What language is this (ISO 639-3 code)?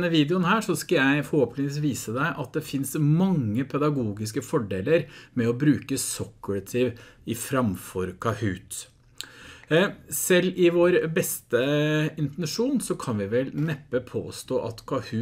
nor